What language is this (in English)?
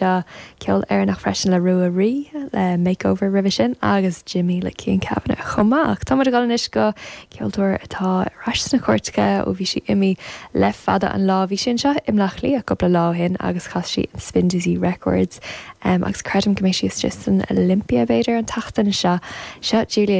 Irish